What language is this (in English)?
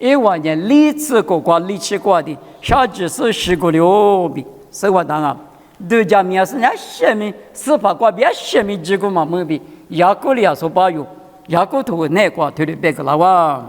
Lisu